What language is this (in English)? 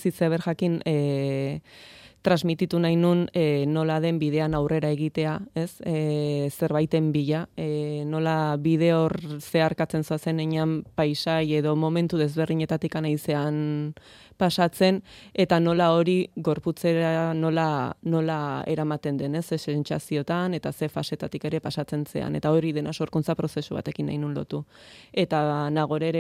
Basque